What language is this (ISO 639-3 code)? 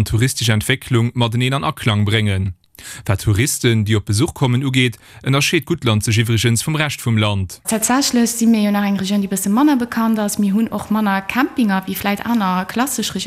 ltz